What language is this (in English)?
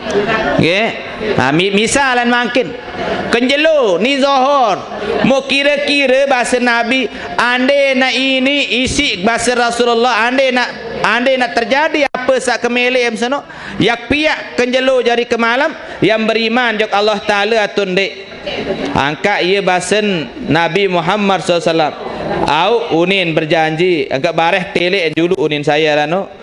Sasak